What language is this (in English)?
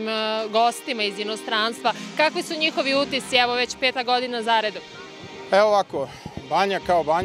Serbian